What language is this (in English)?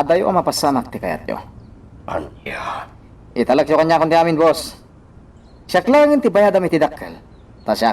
Iloko